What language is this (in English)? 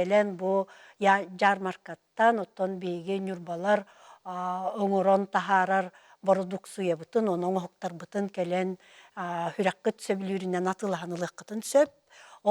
Yakut